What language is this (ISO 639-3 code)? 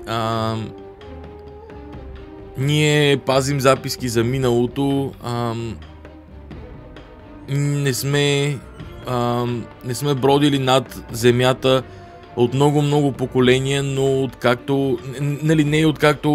bul